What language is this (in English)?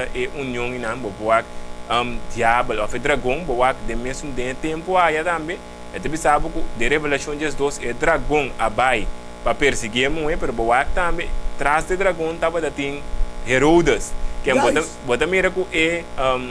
Papiamento